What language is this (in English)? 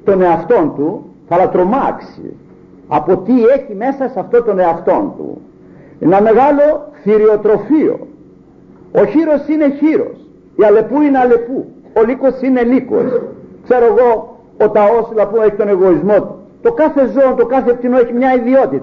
Greek